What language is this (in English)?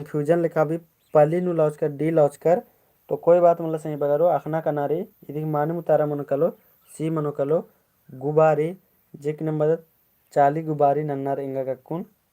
Kurukh